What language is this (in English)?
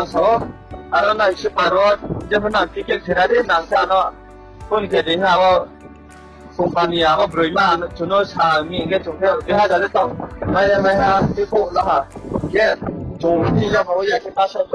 Riang (India)